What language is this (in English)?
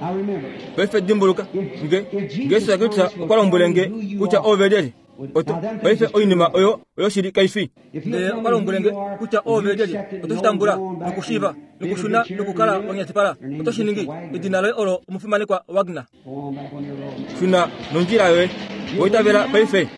Kuanyama